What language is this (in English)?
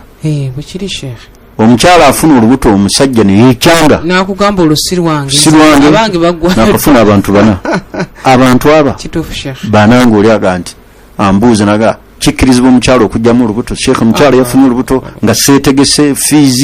Ganda